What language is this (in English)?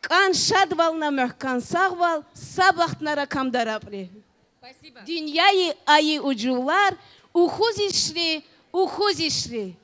Tabassaran